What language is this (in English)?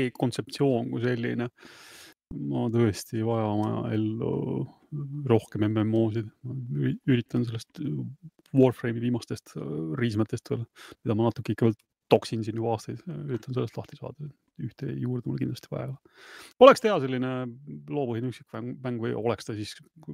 Estonian